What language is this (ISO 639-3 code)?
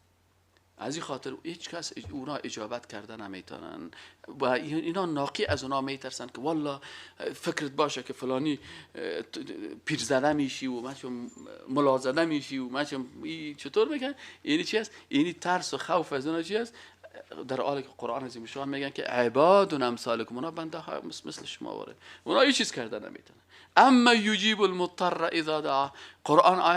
fas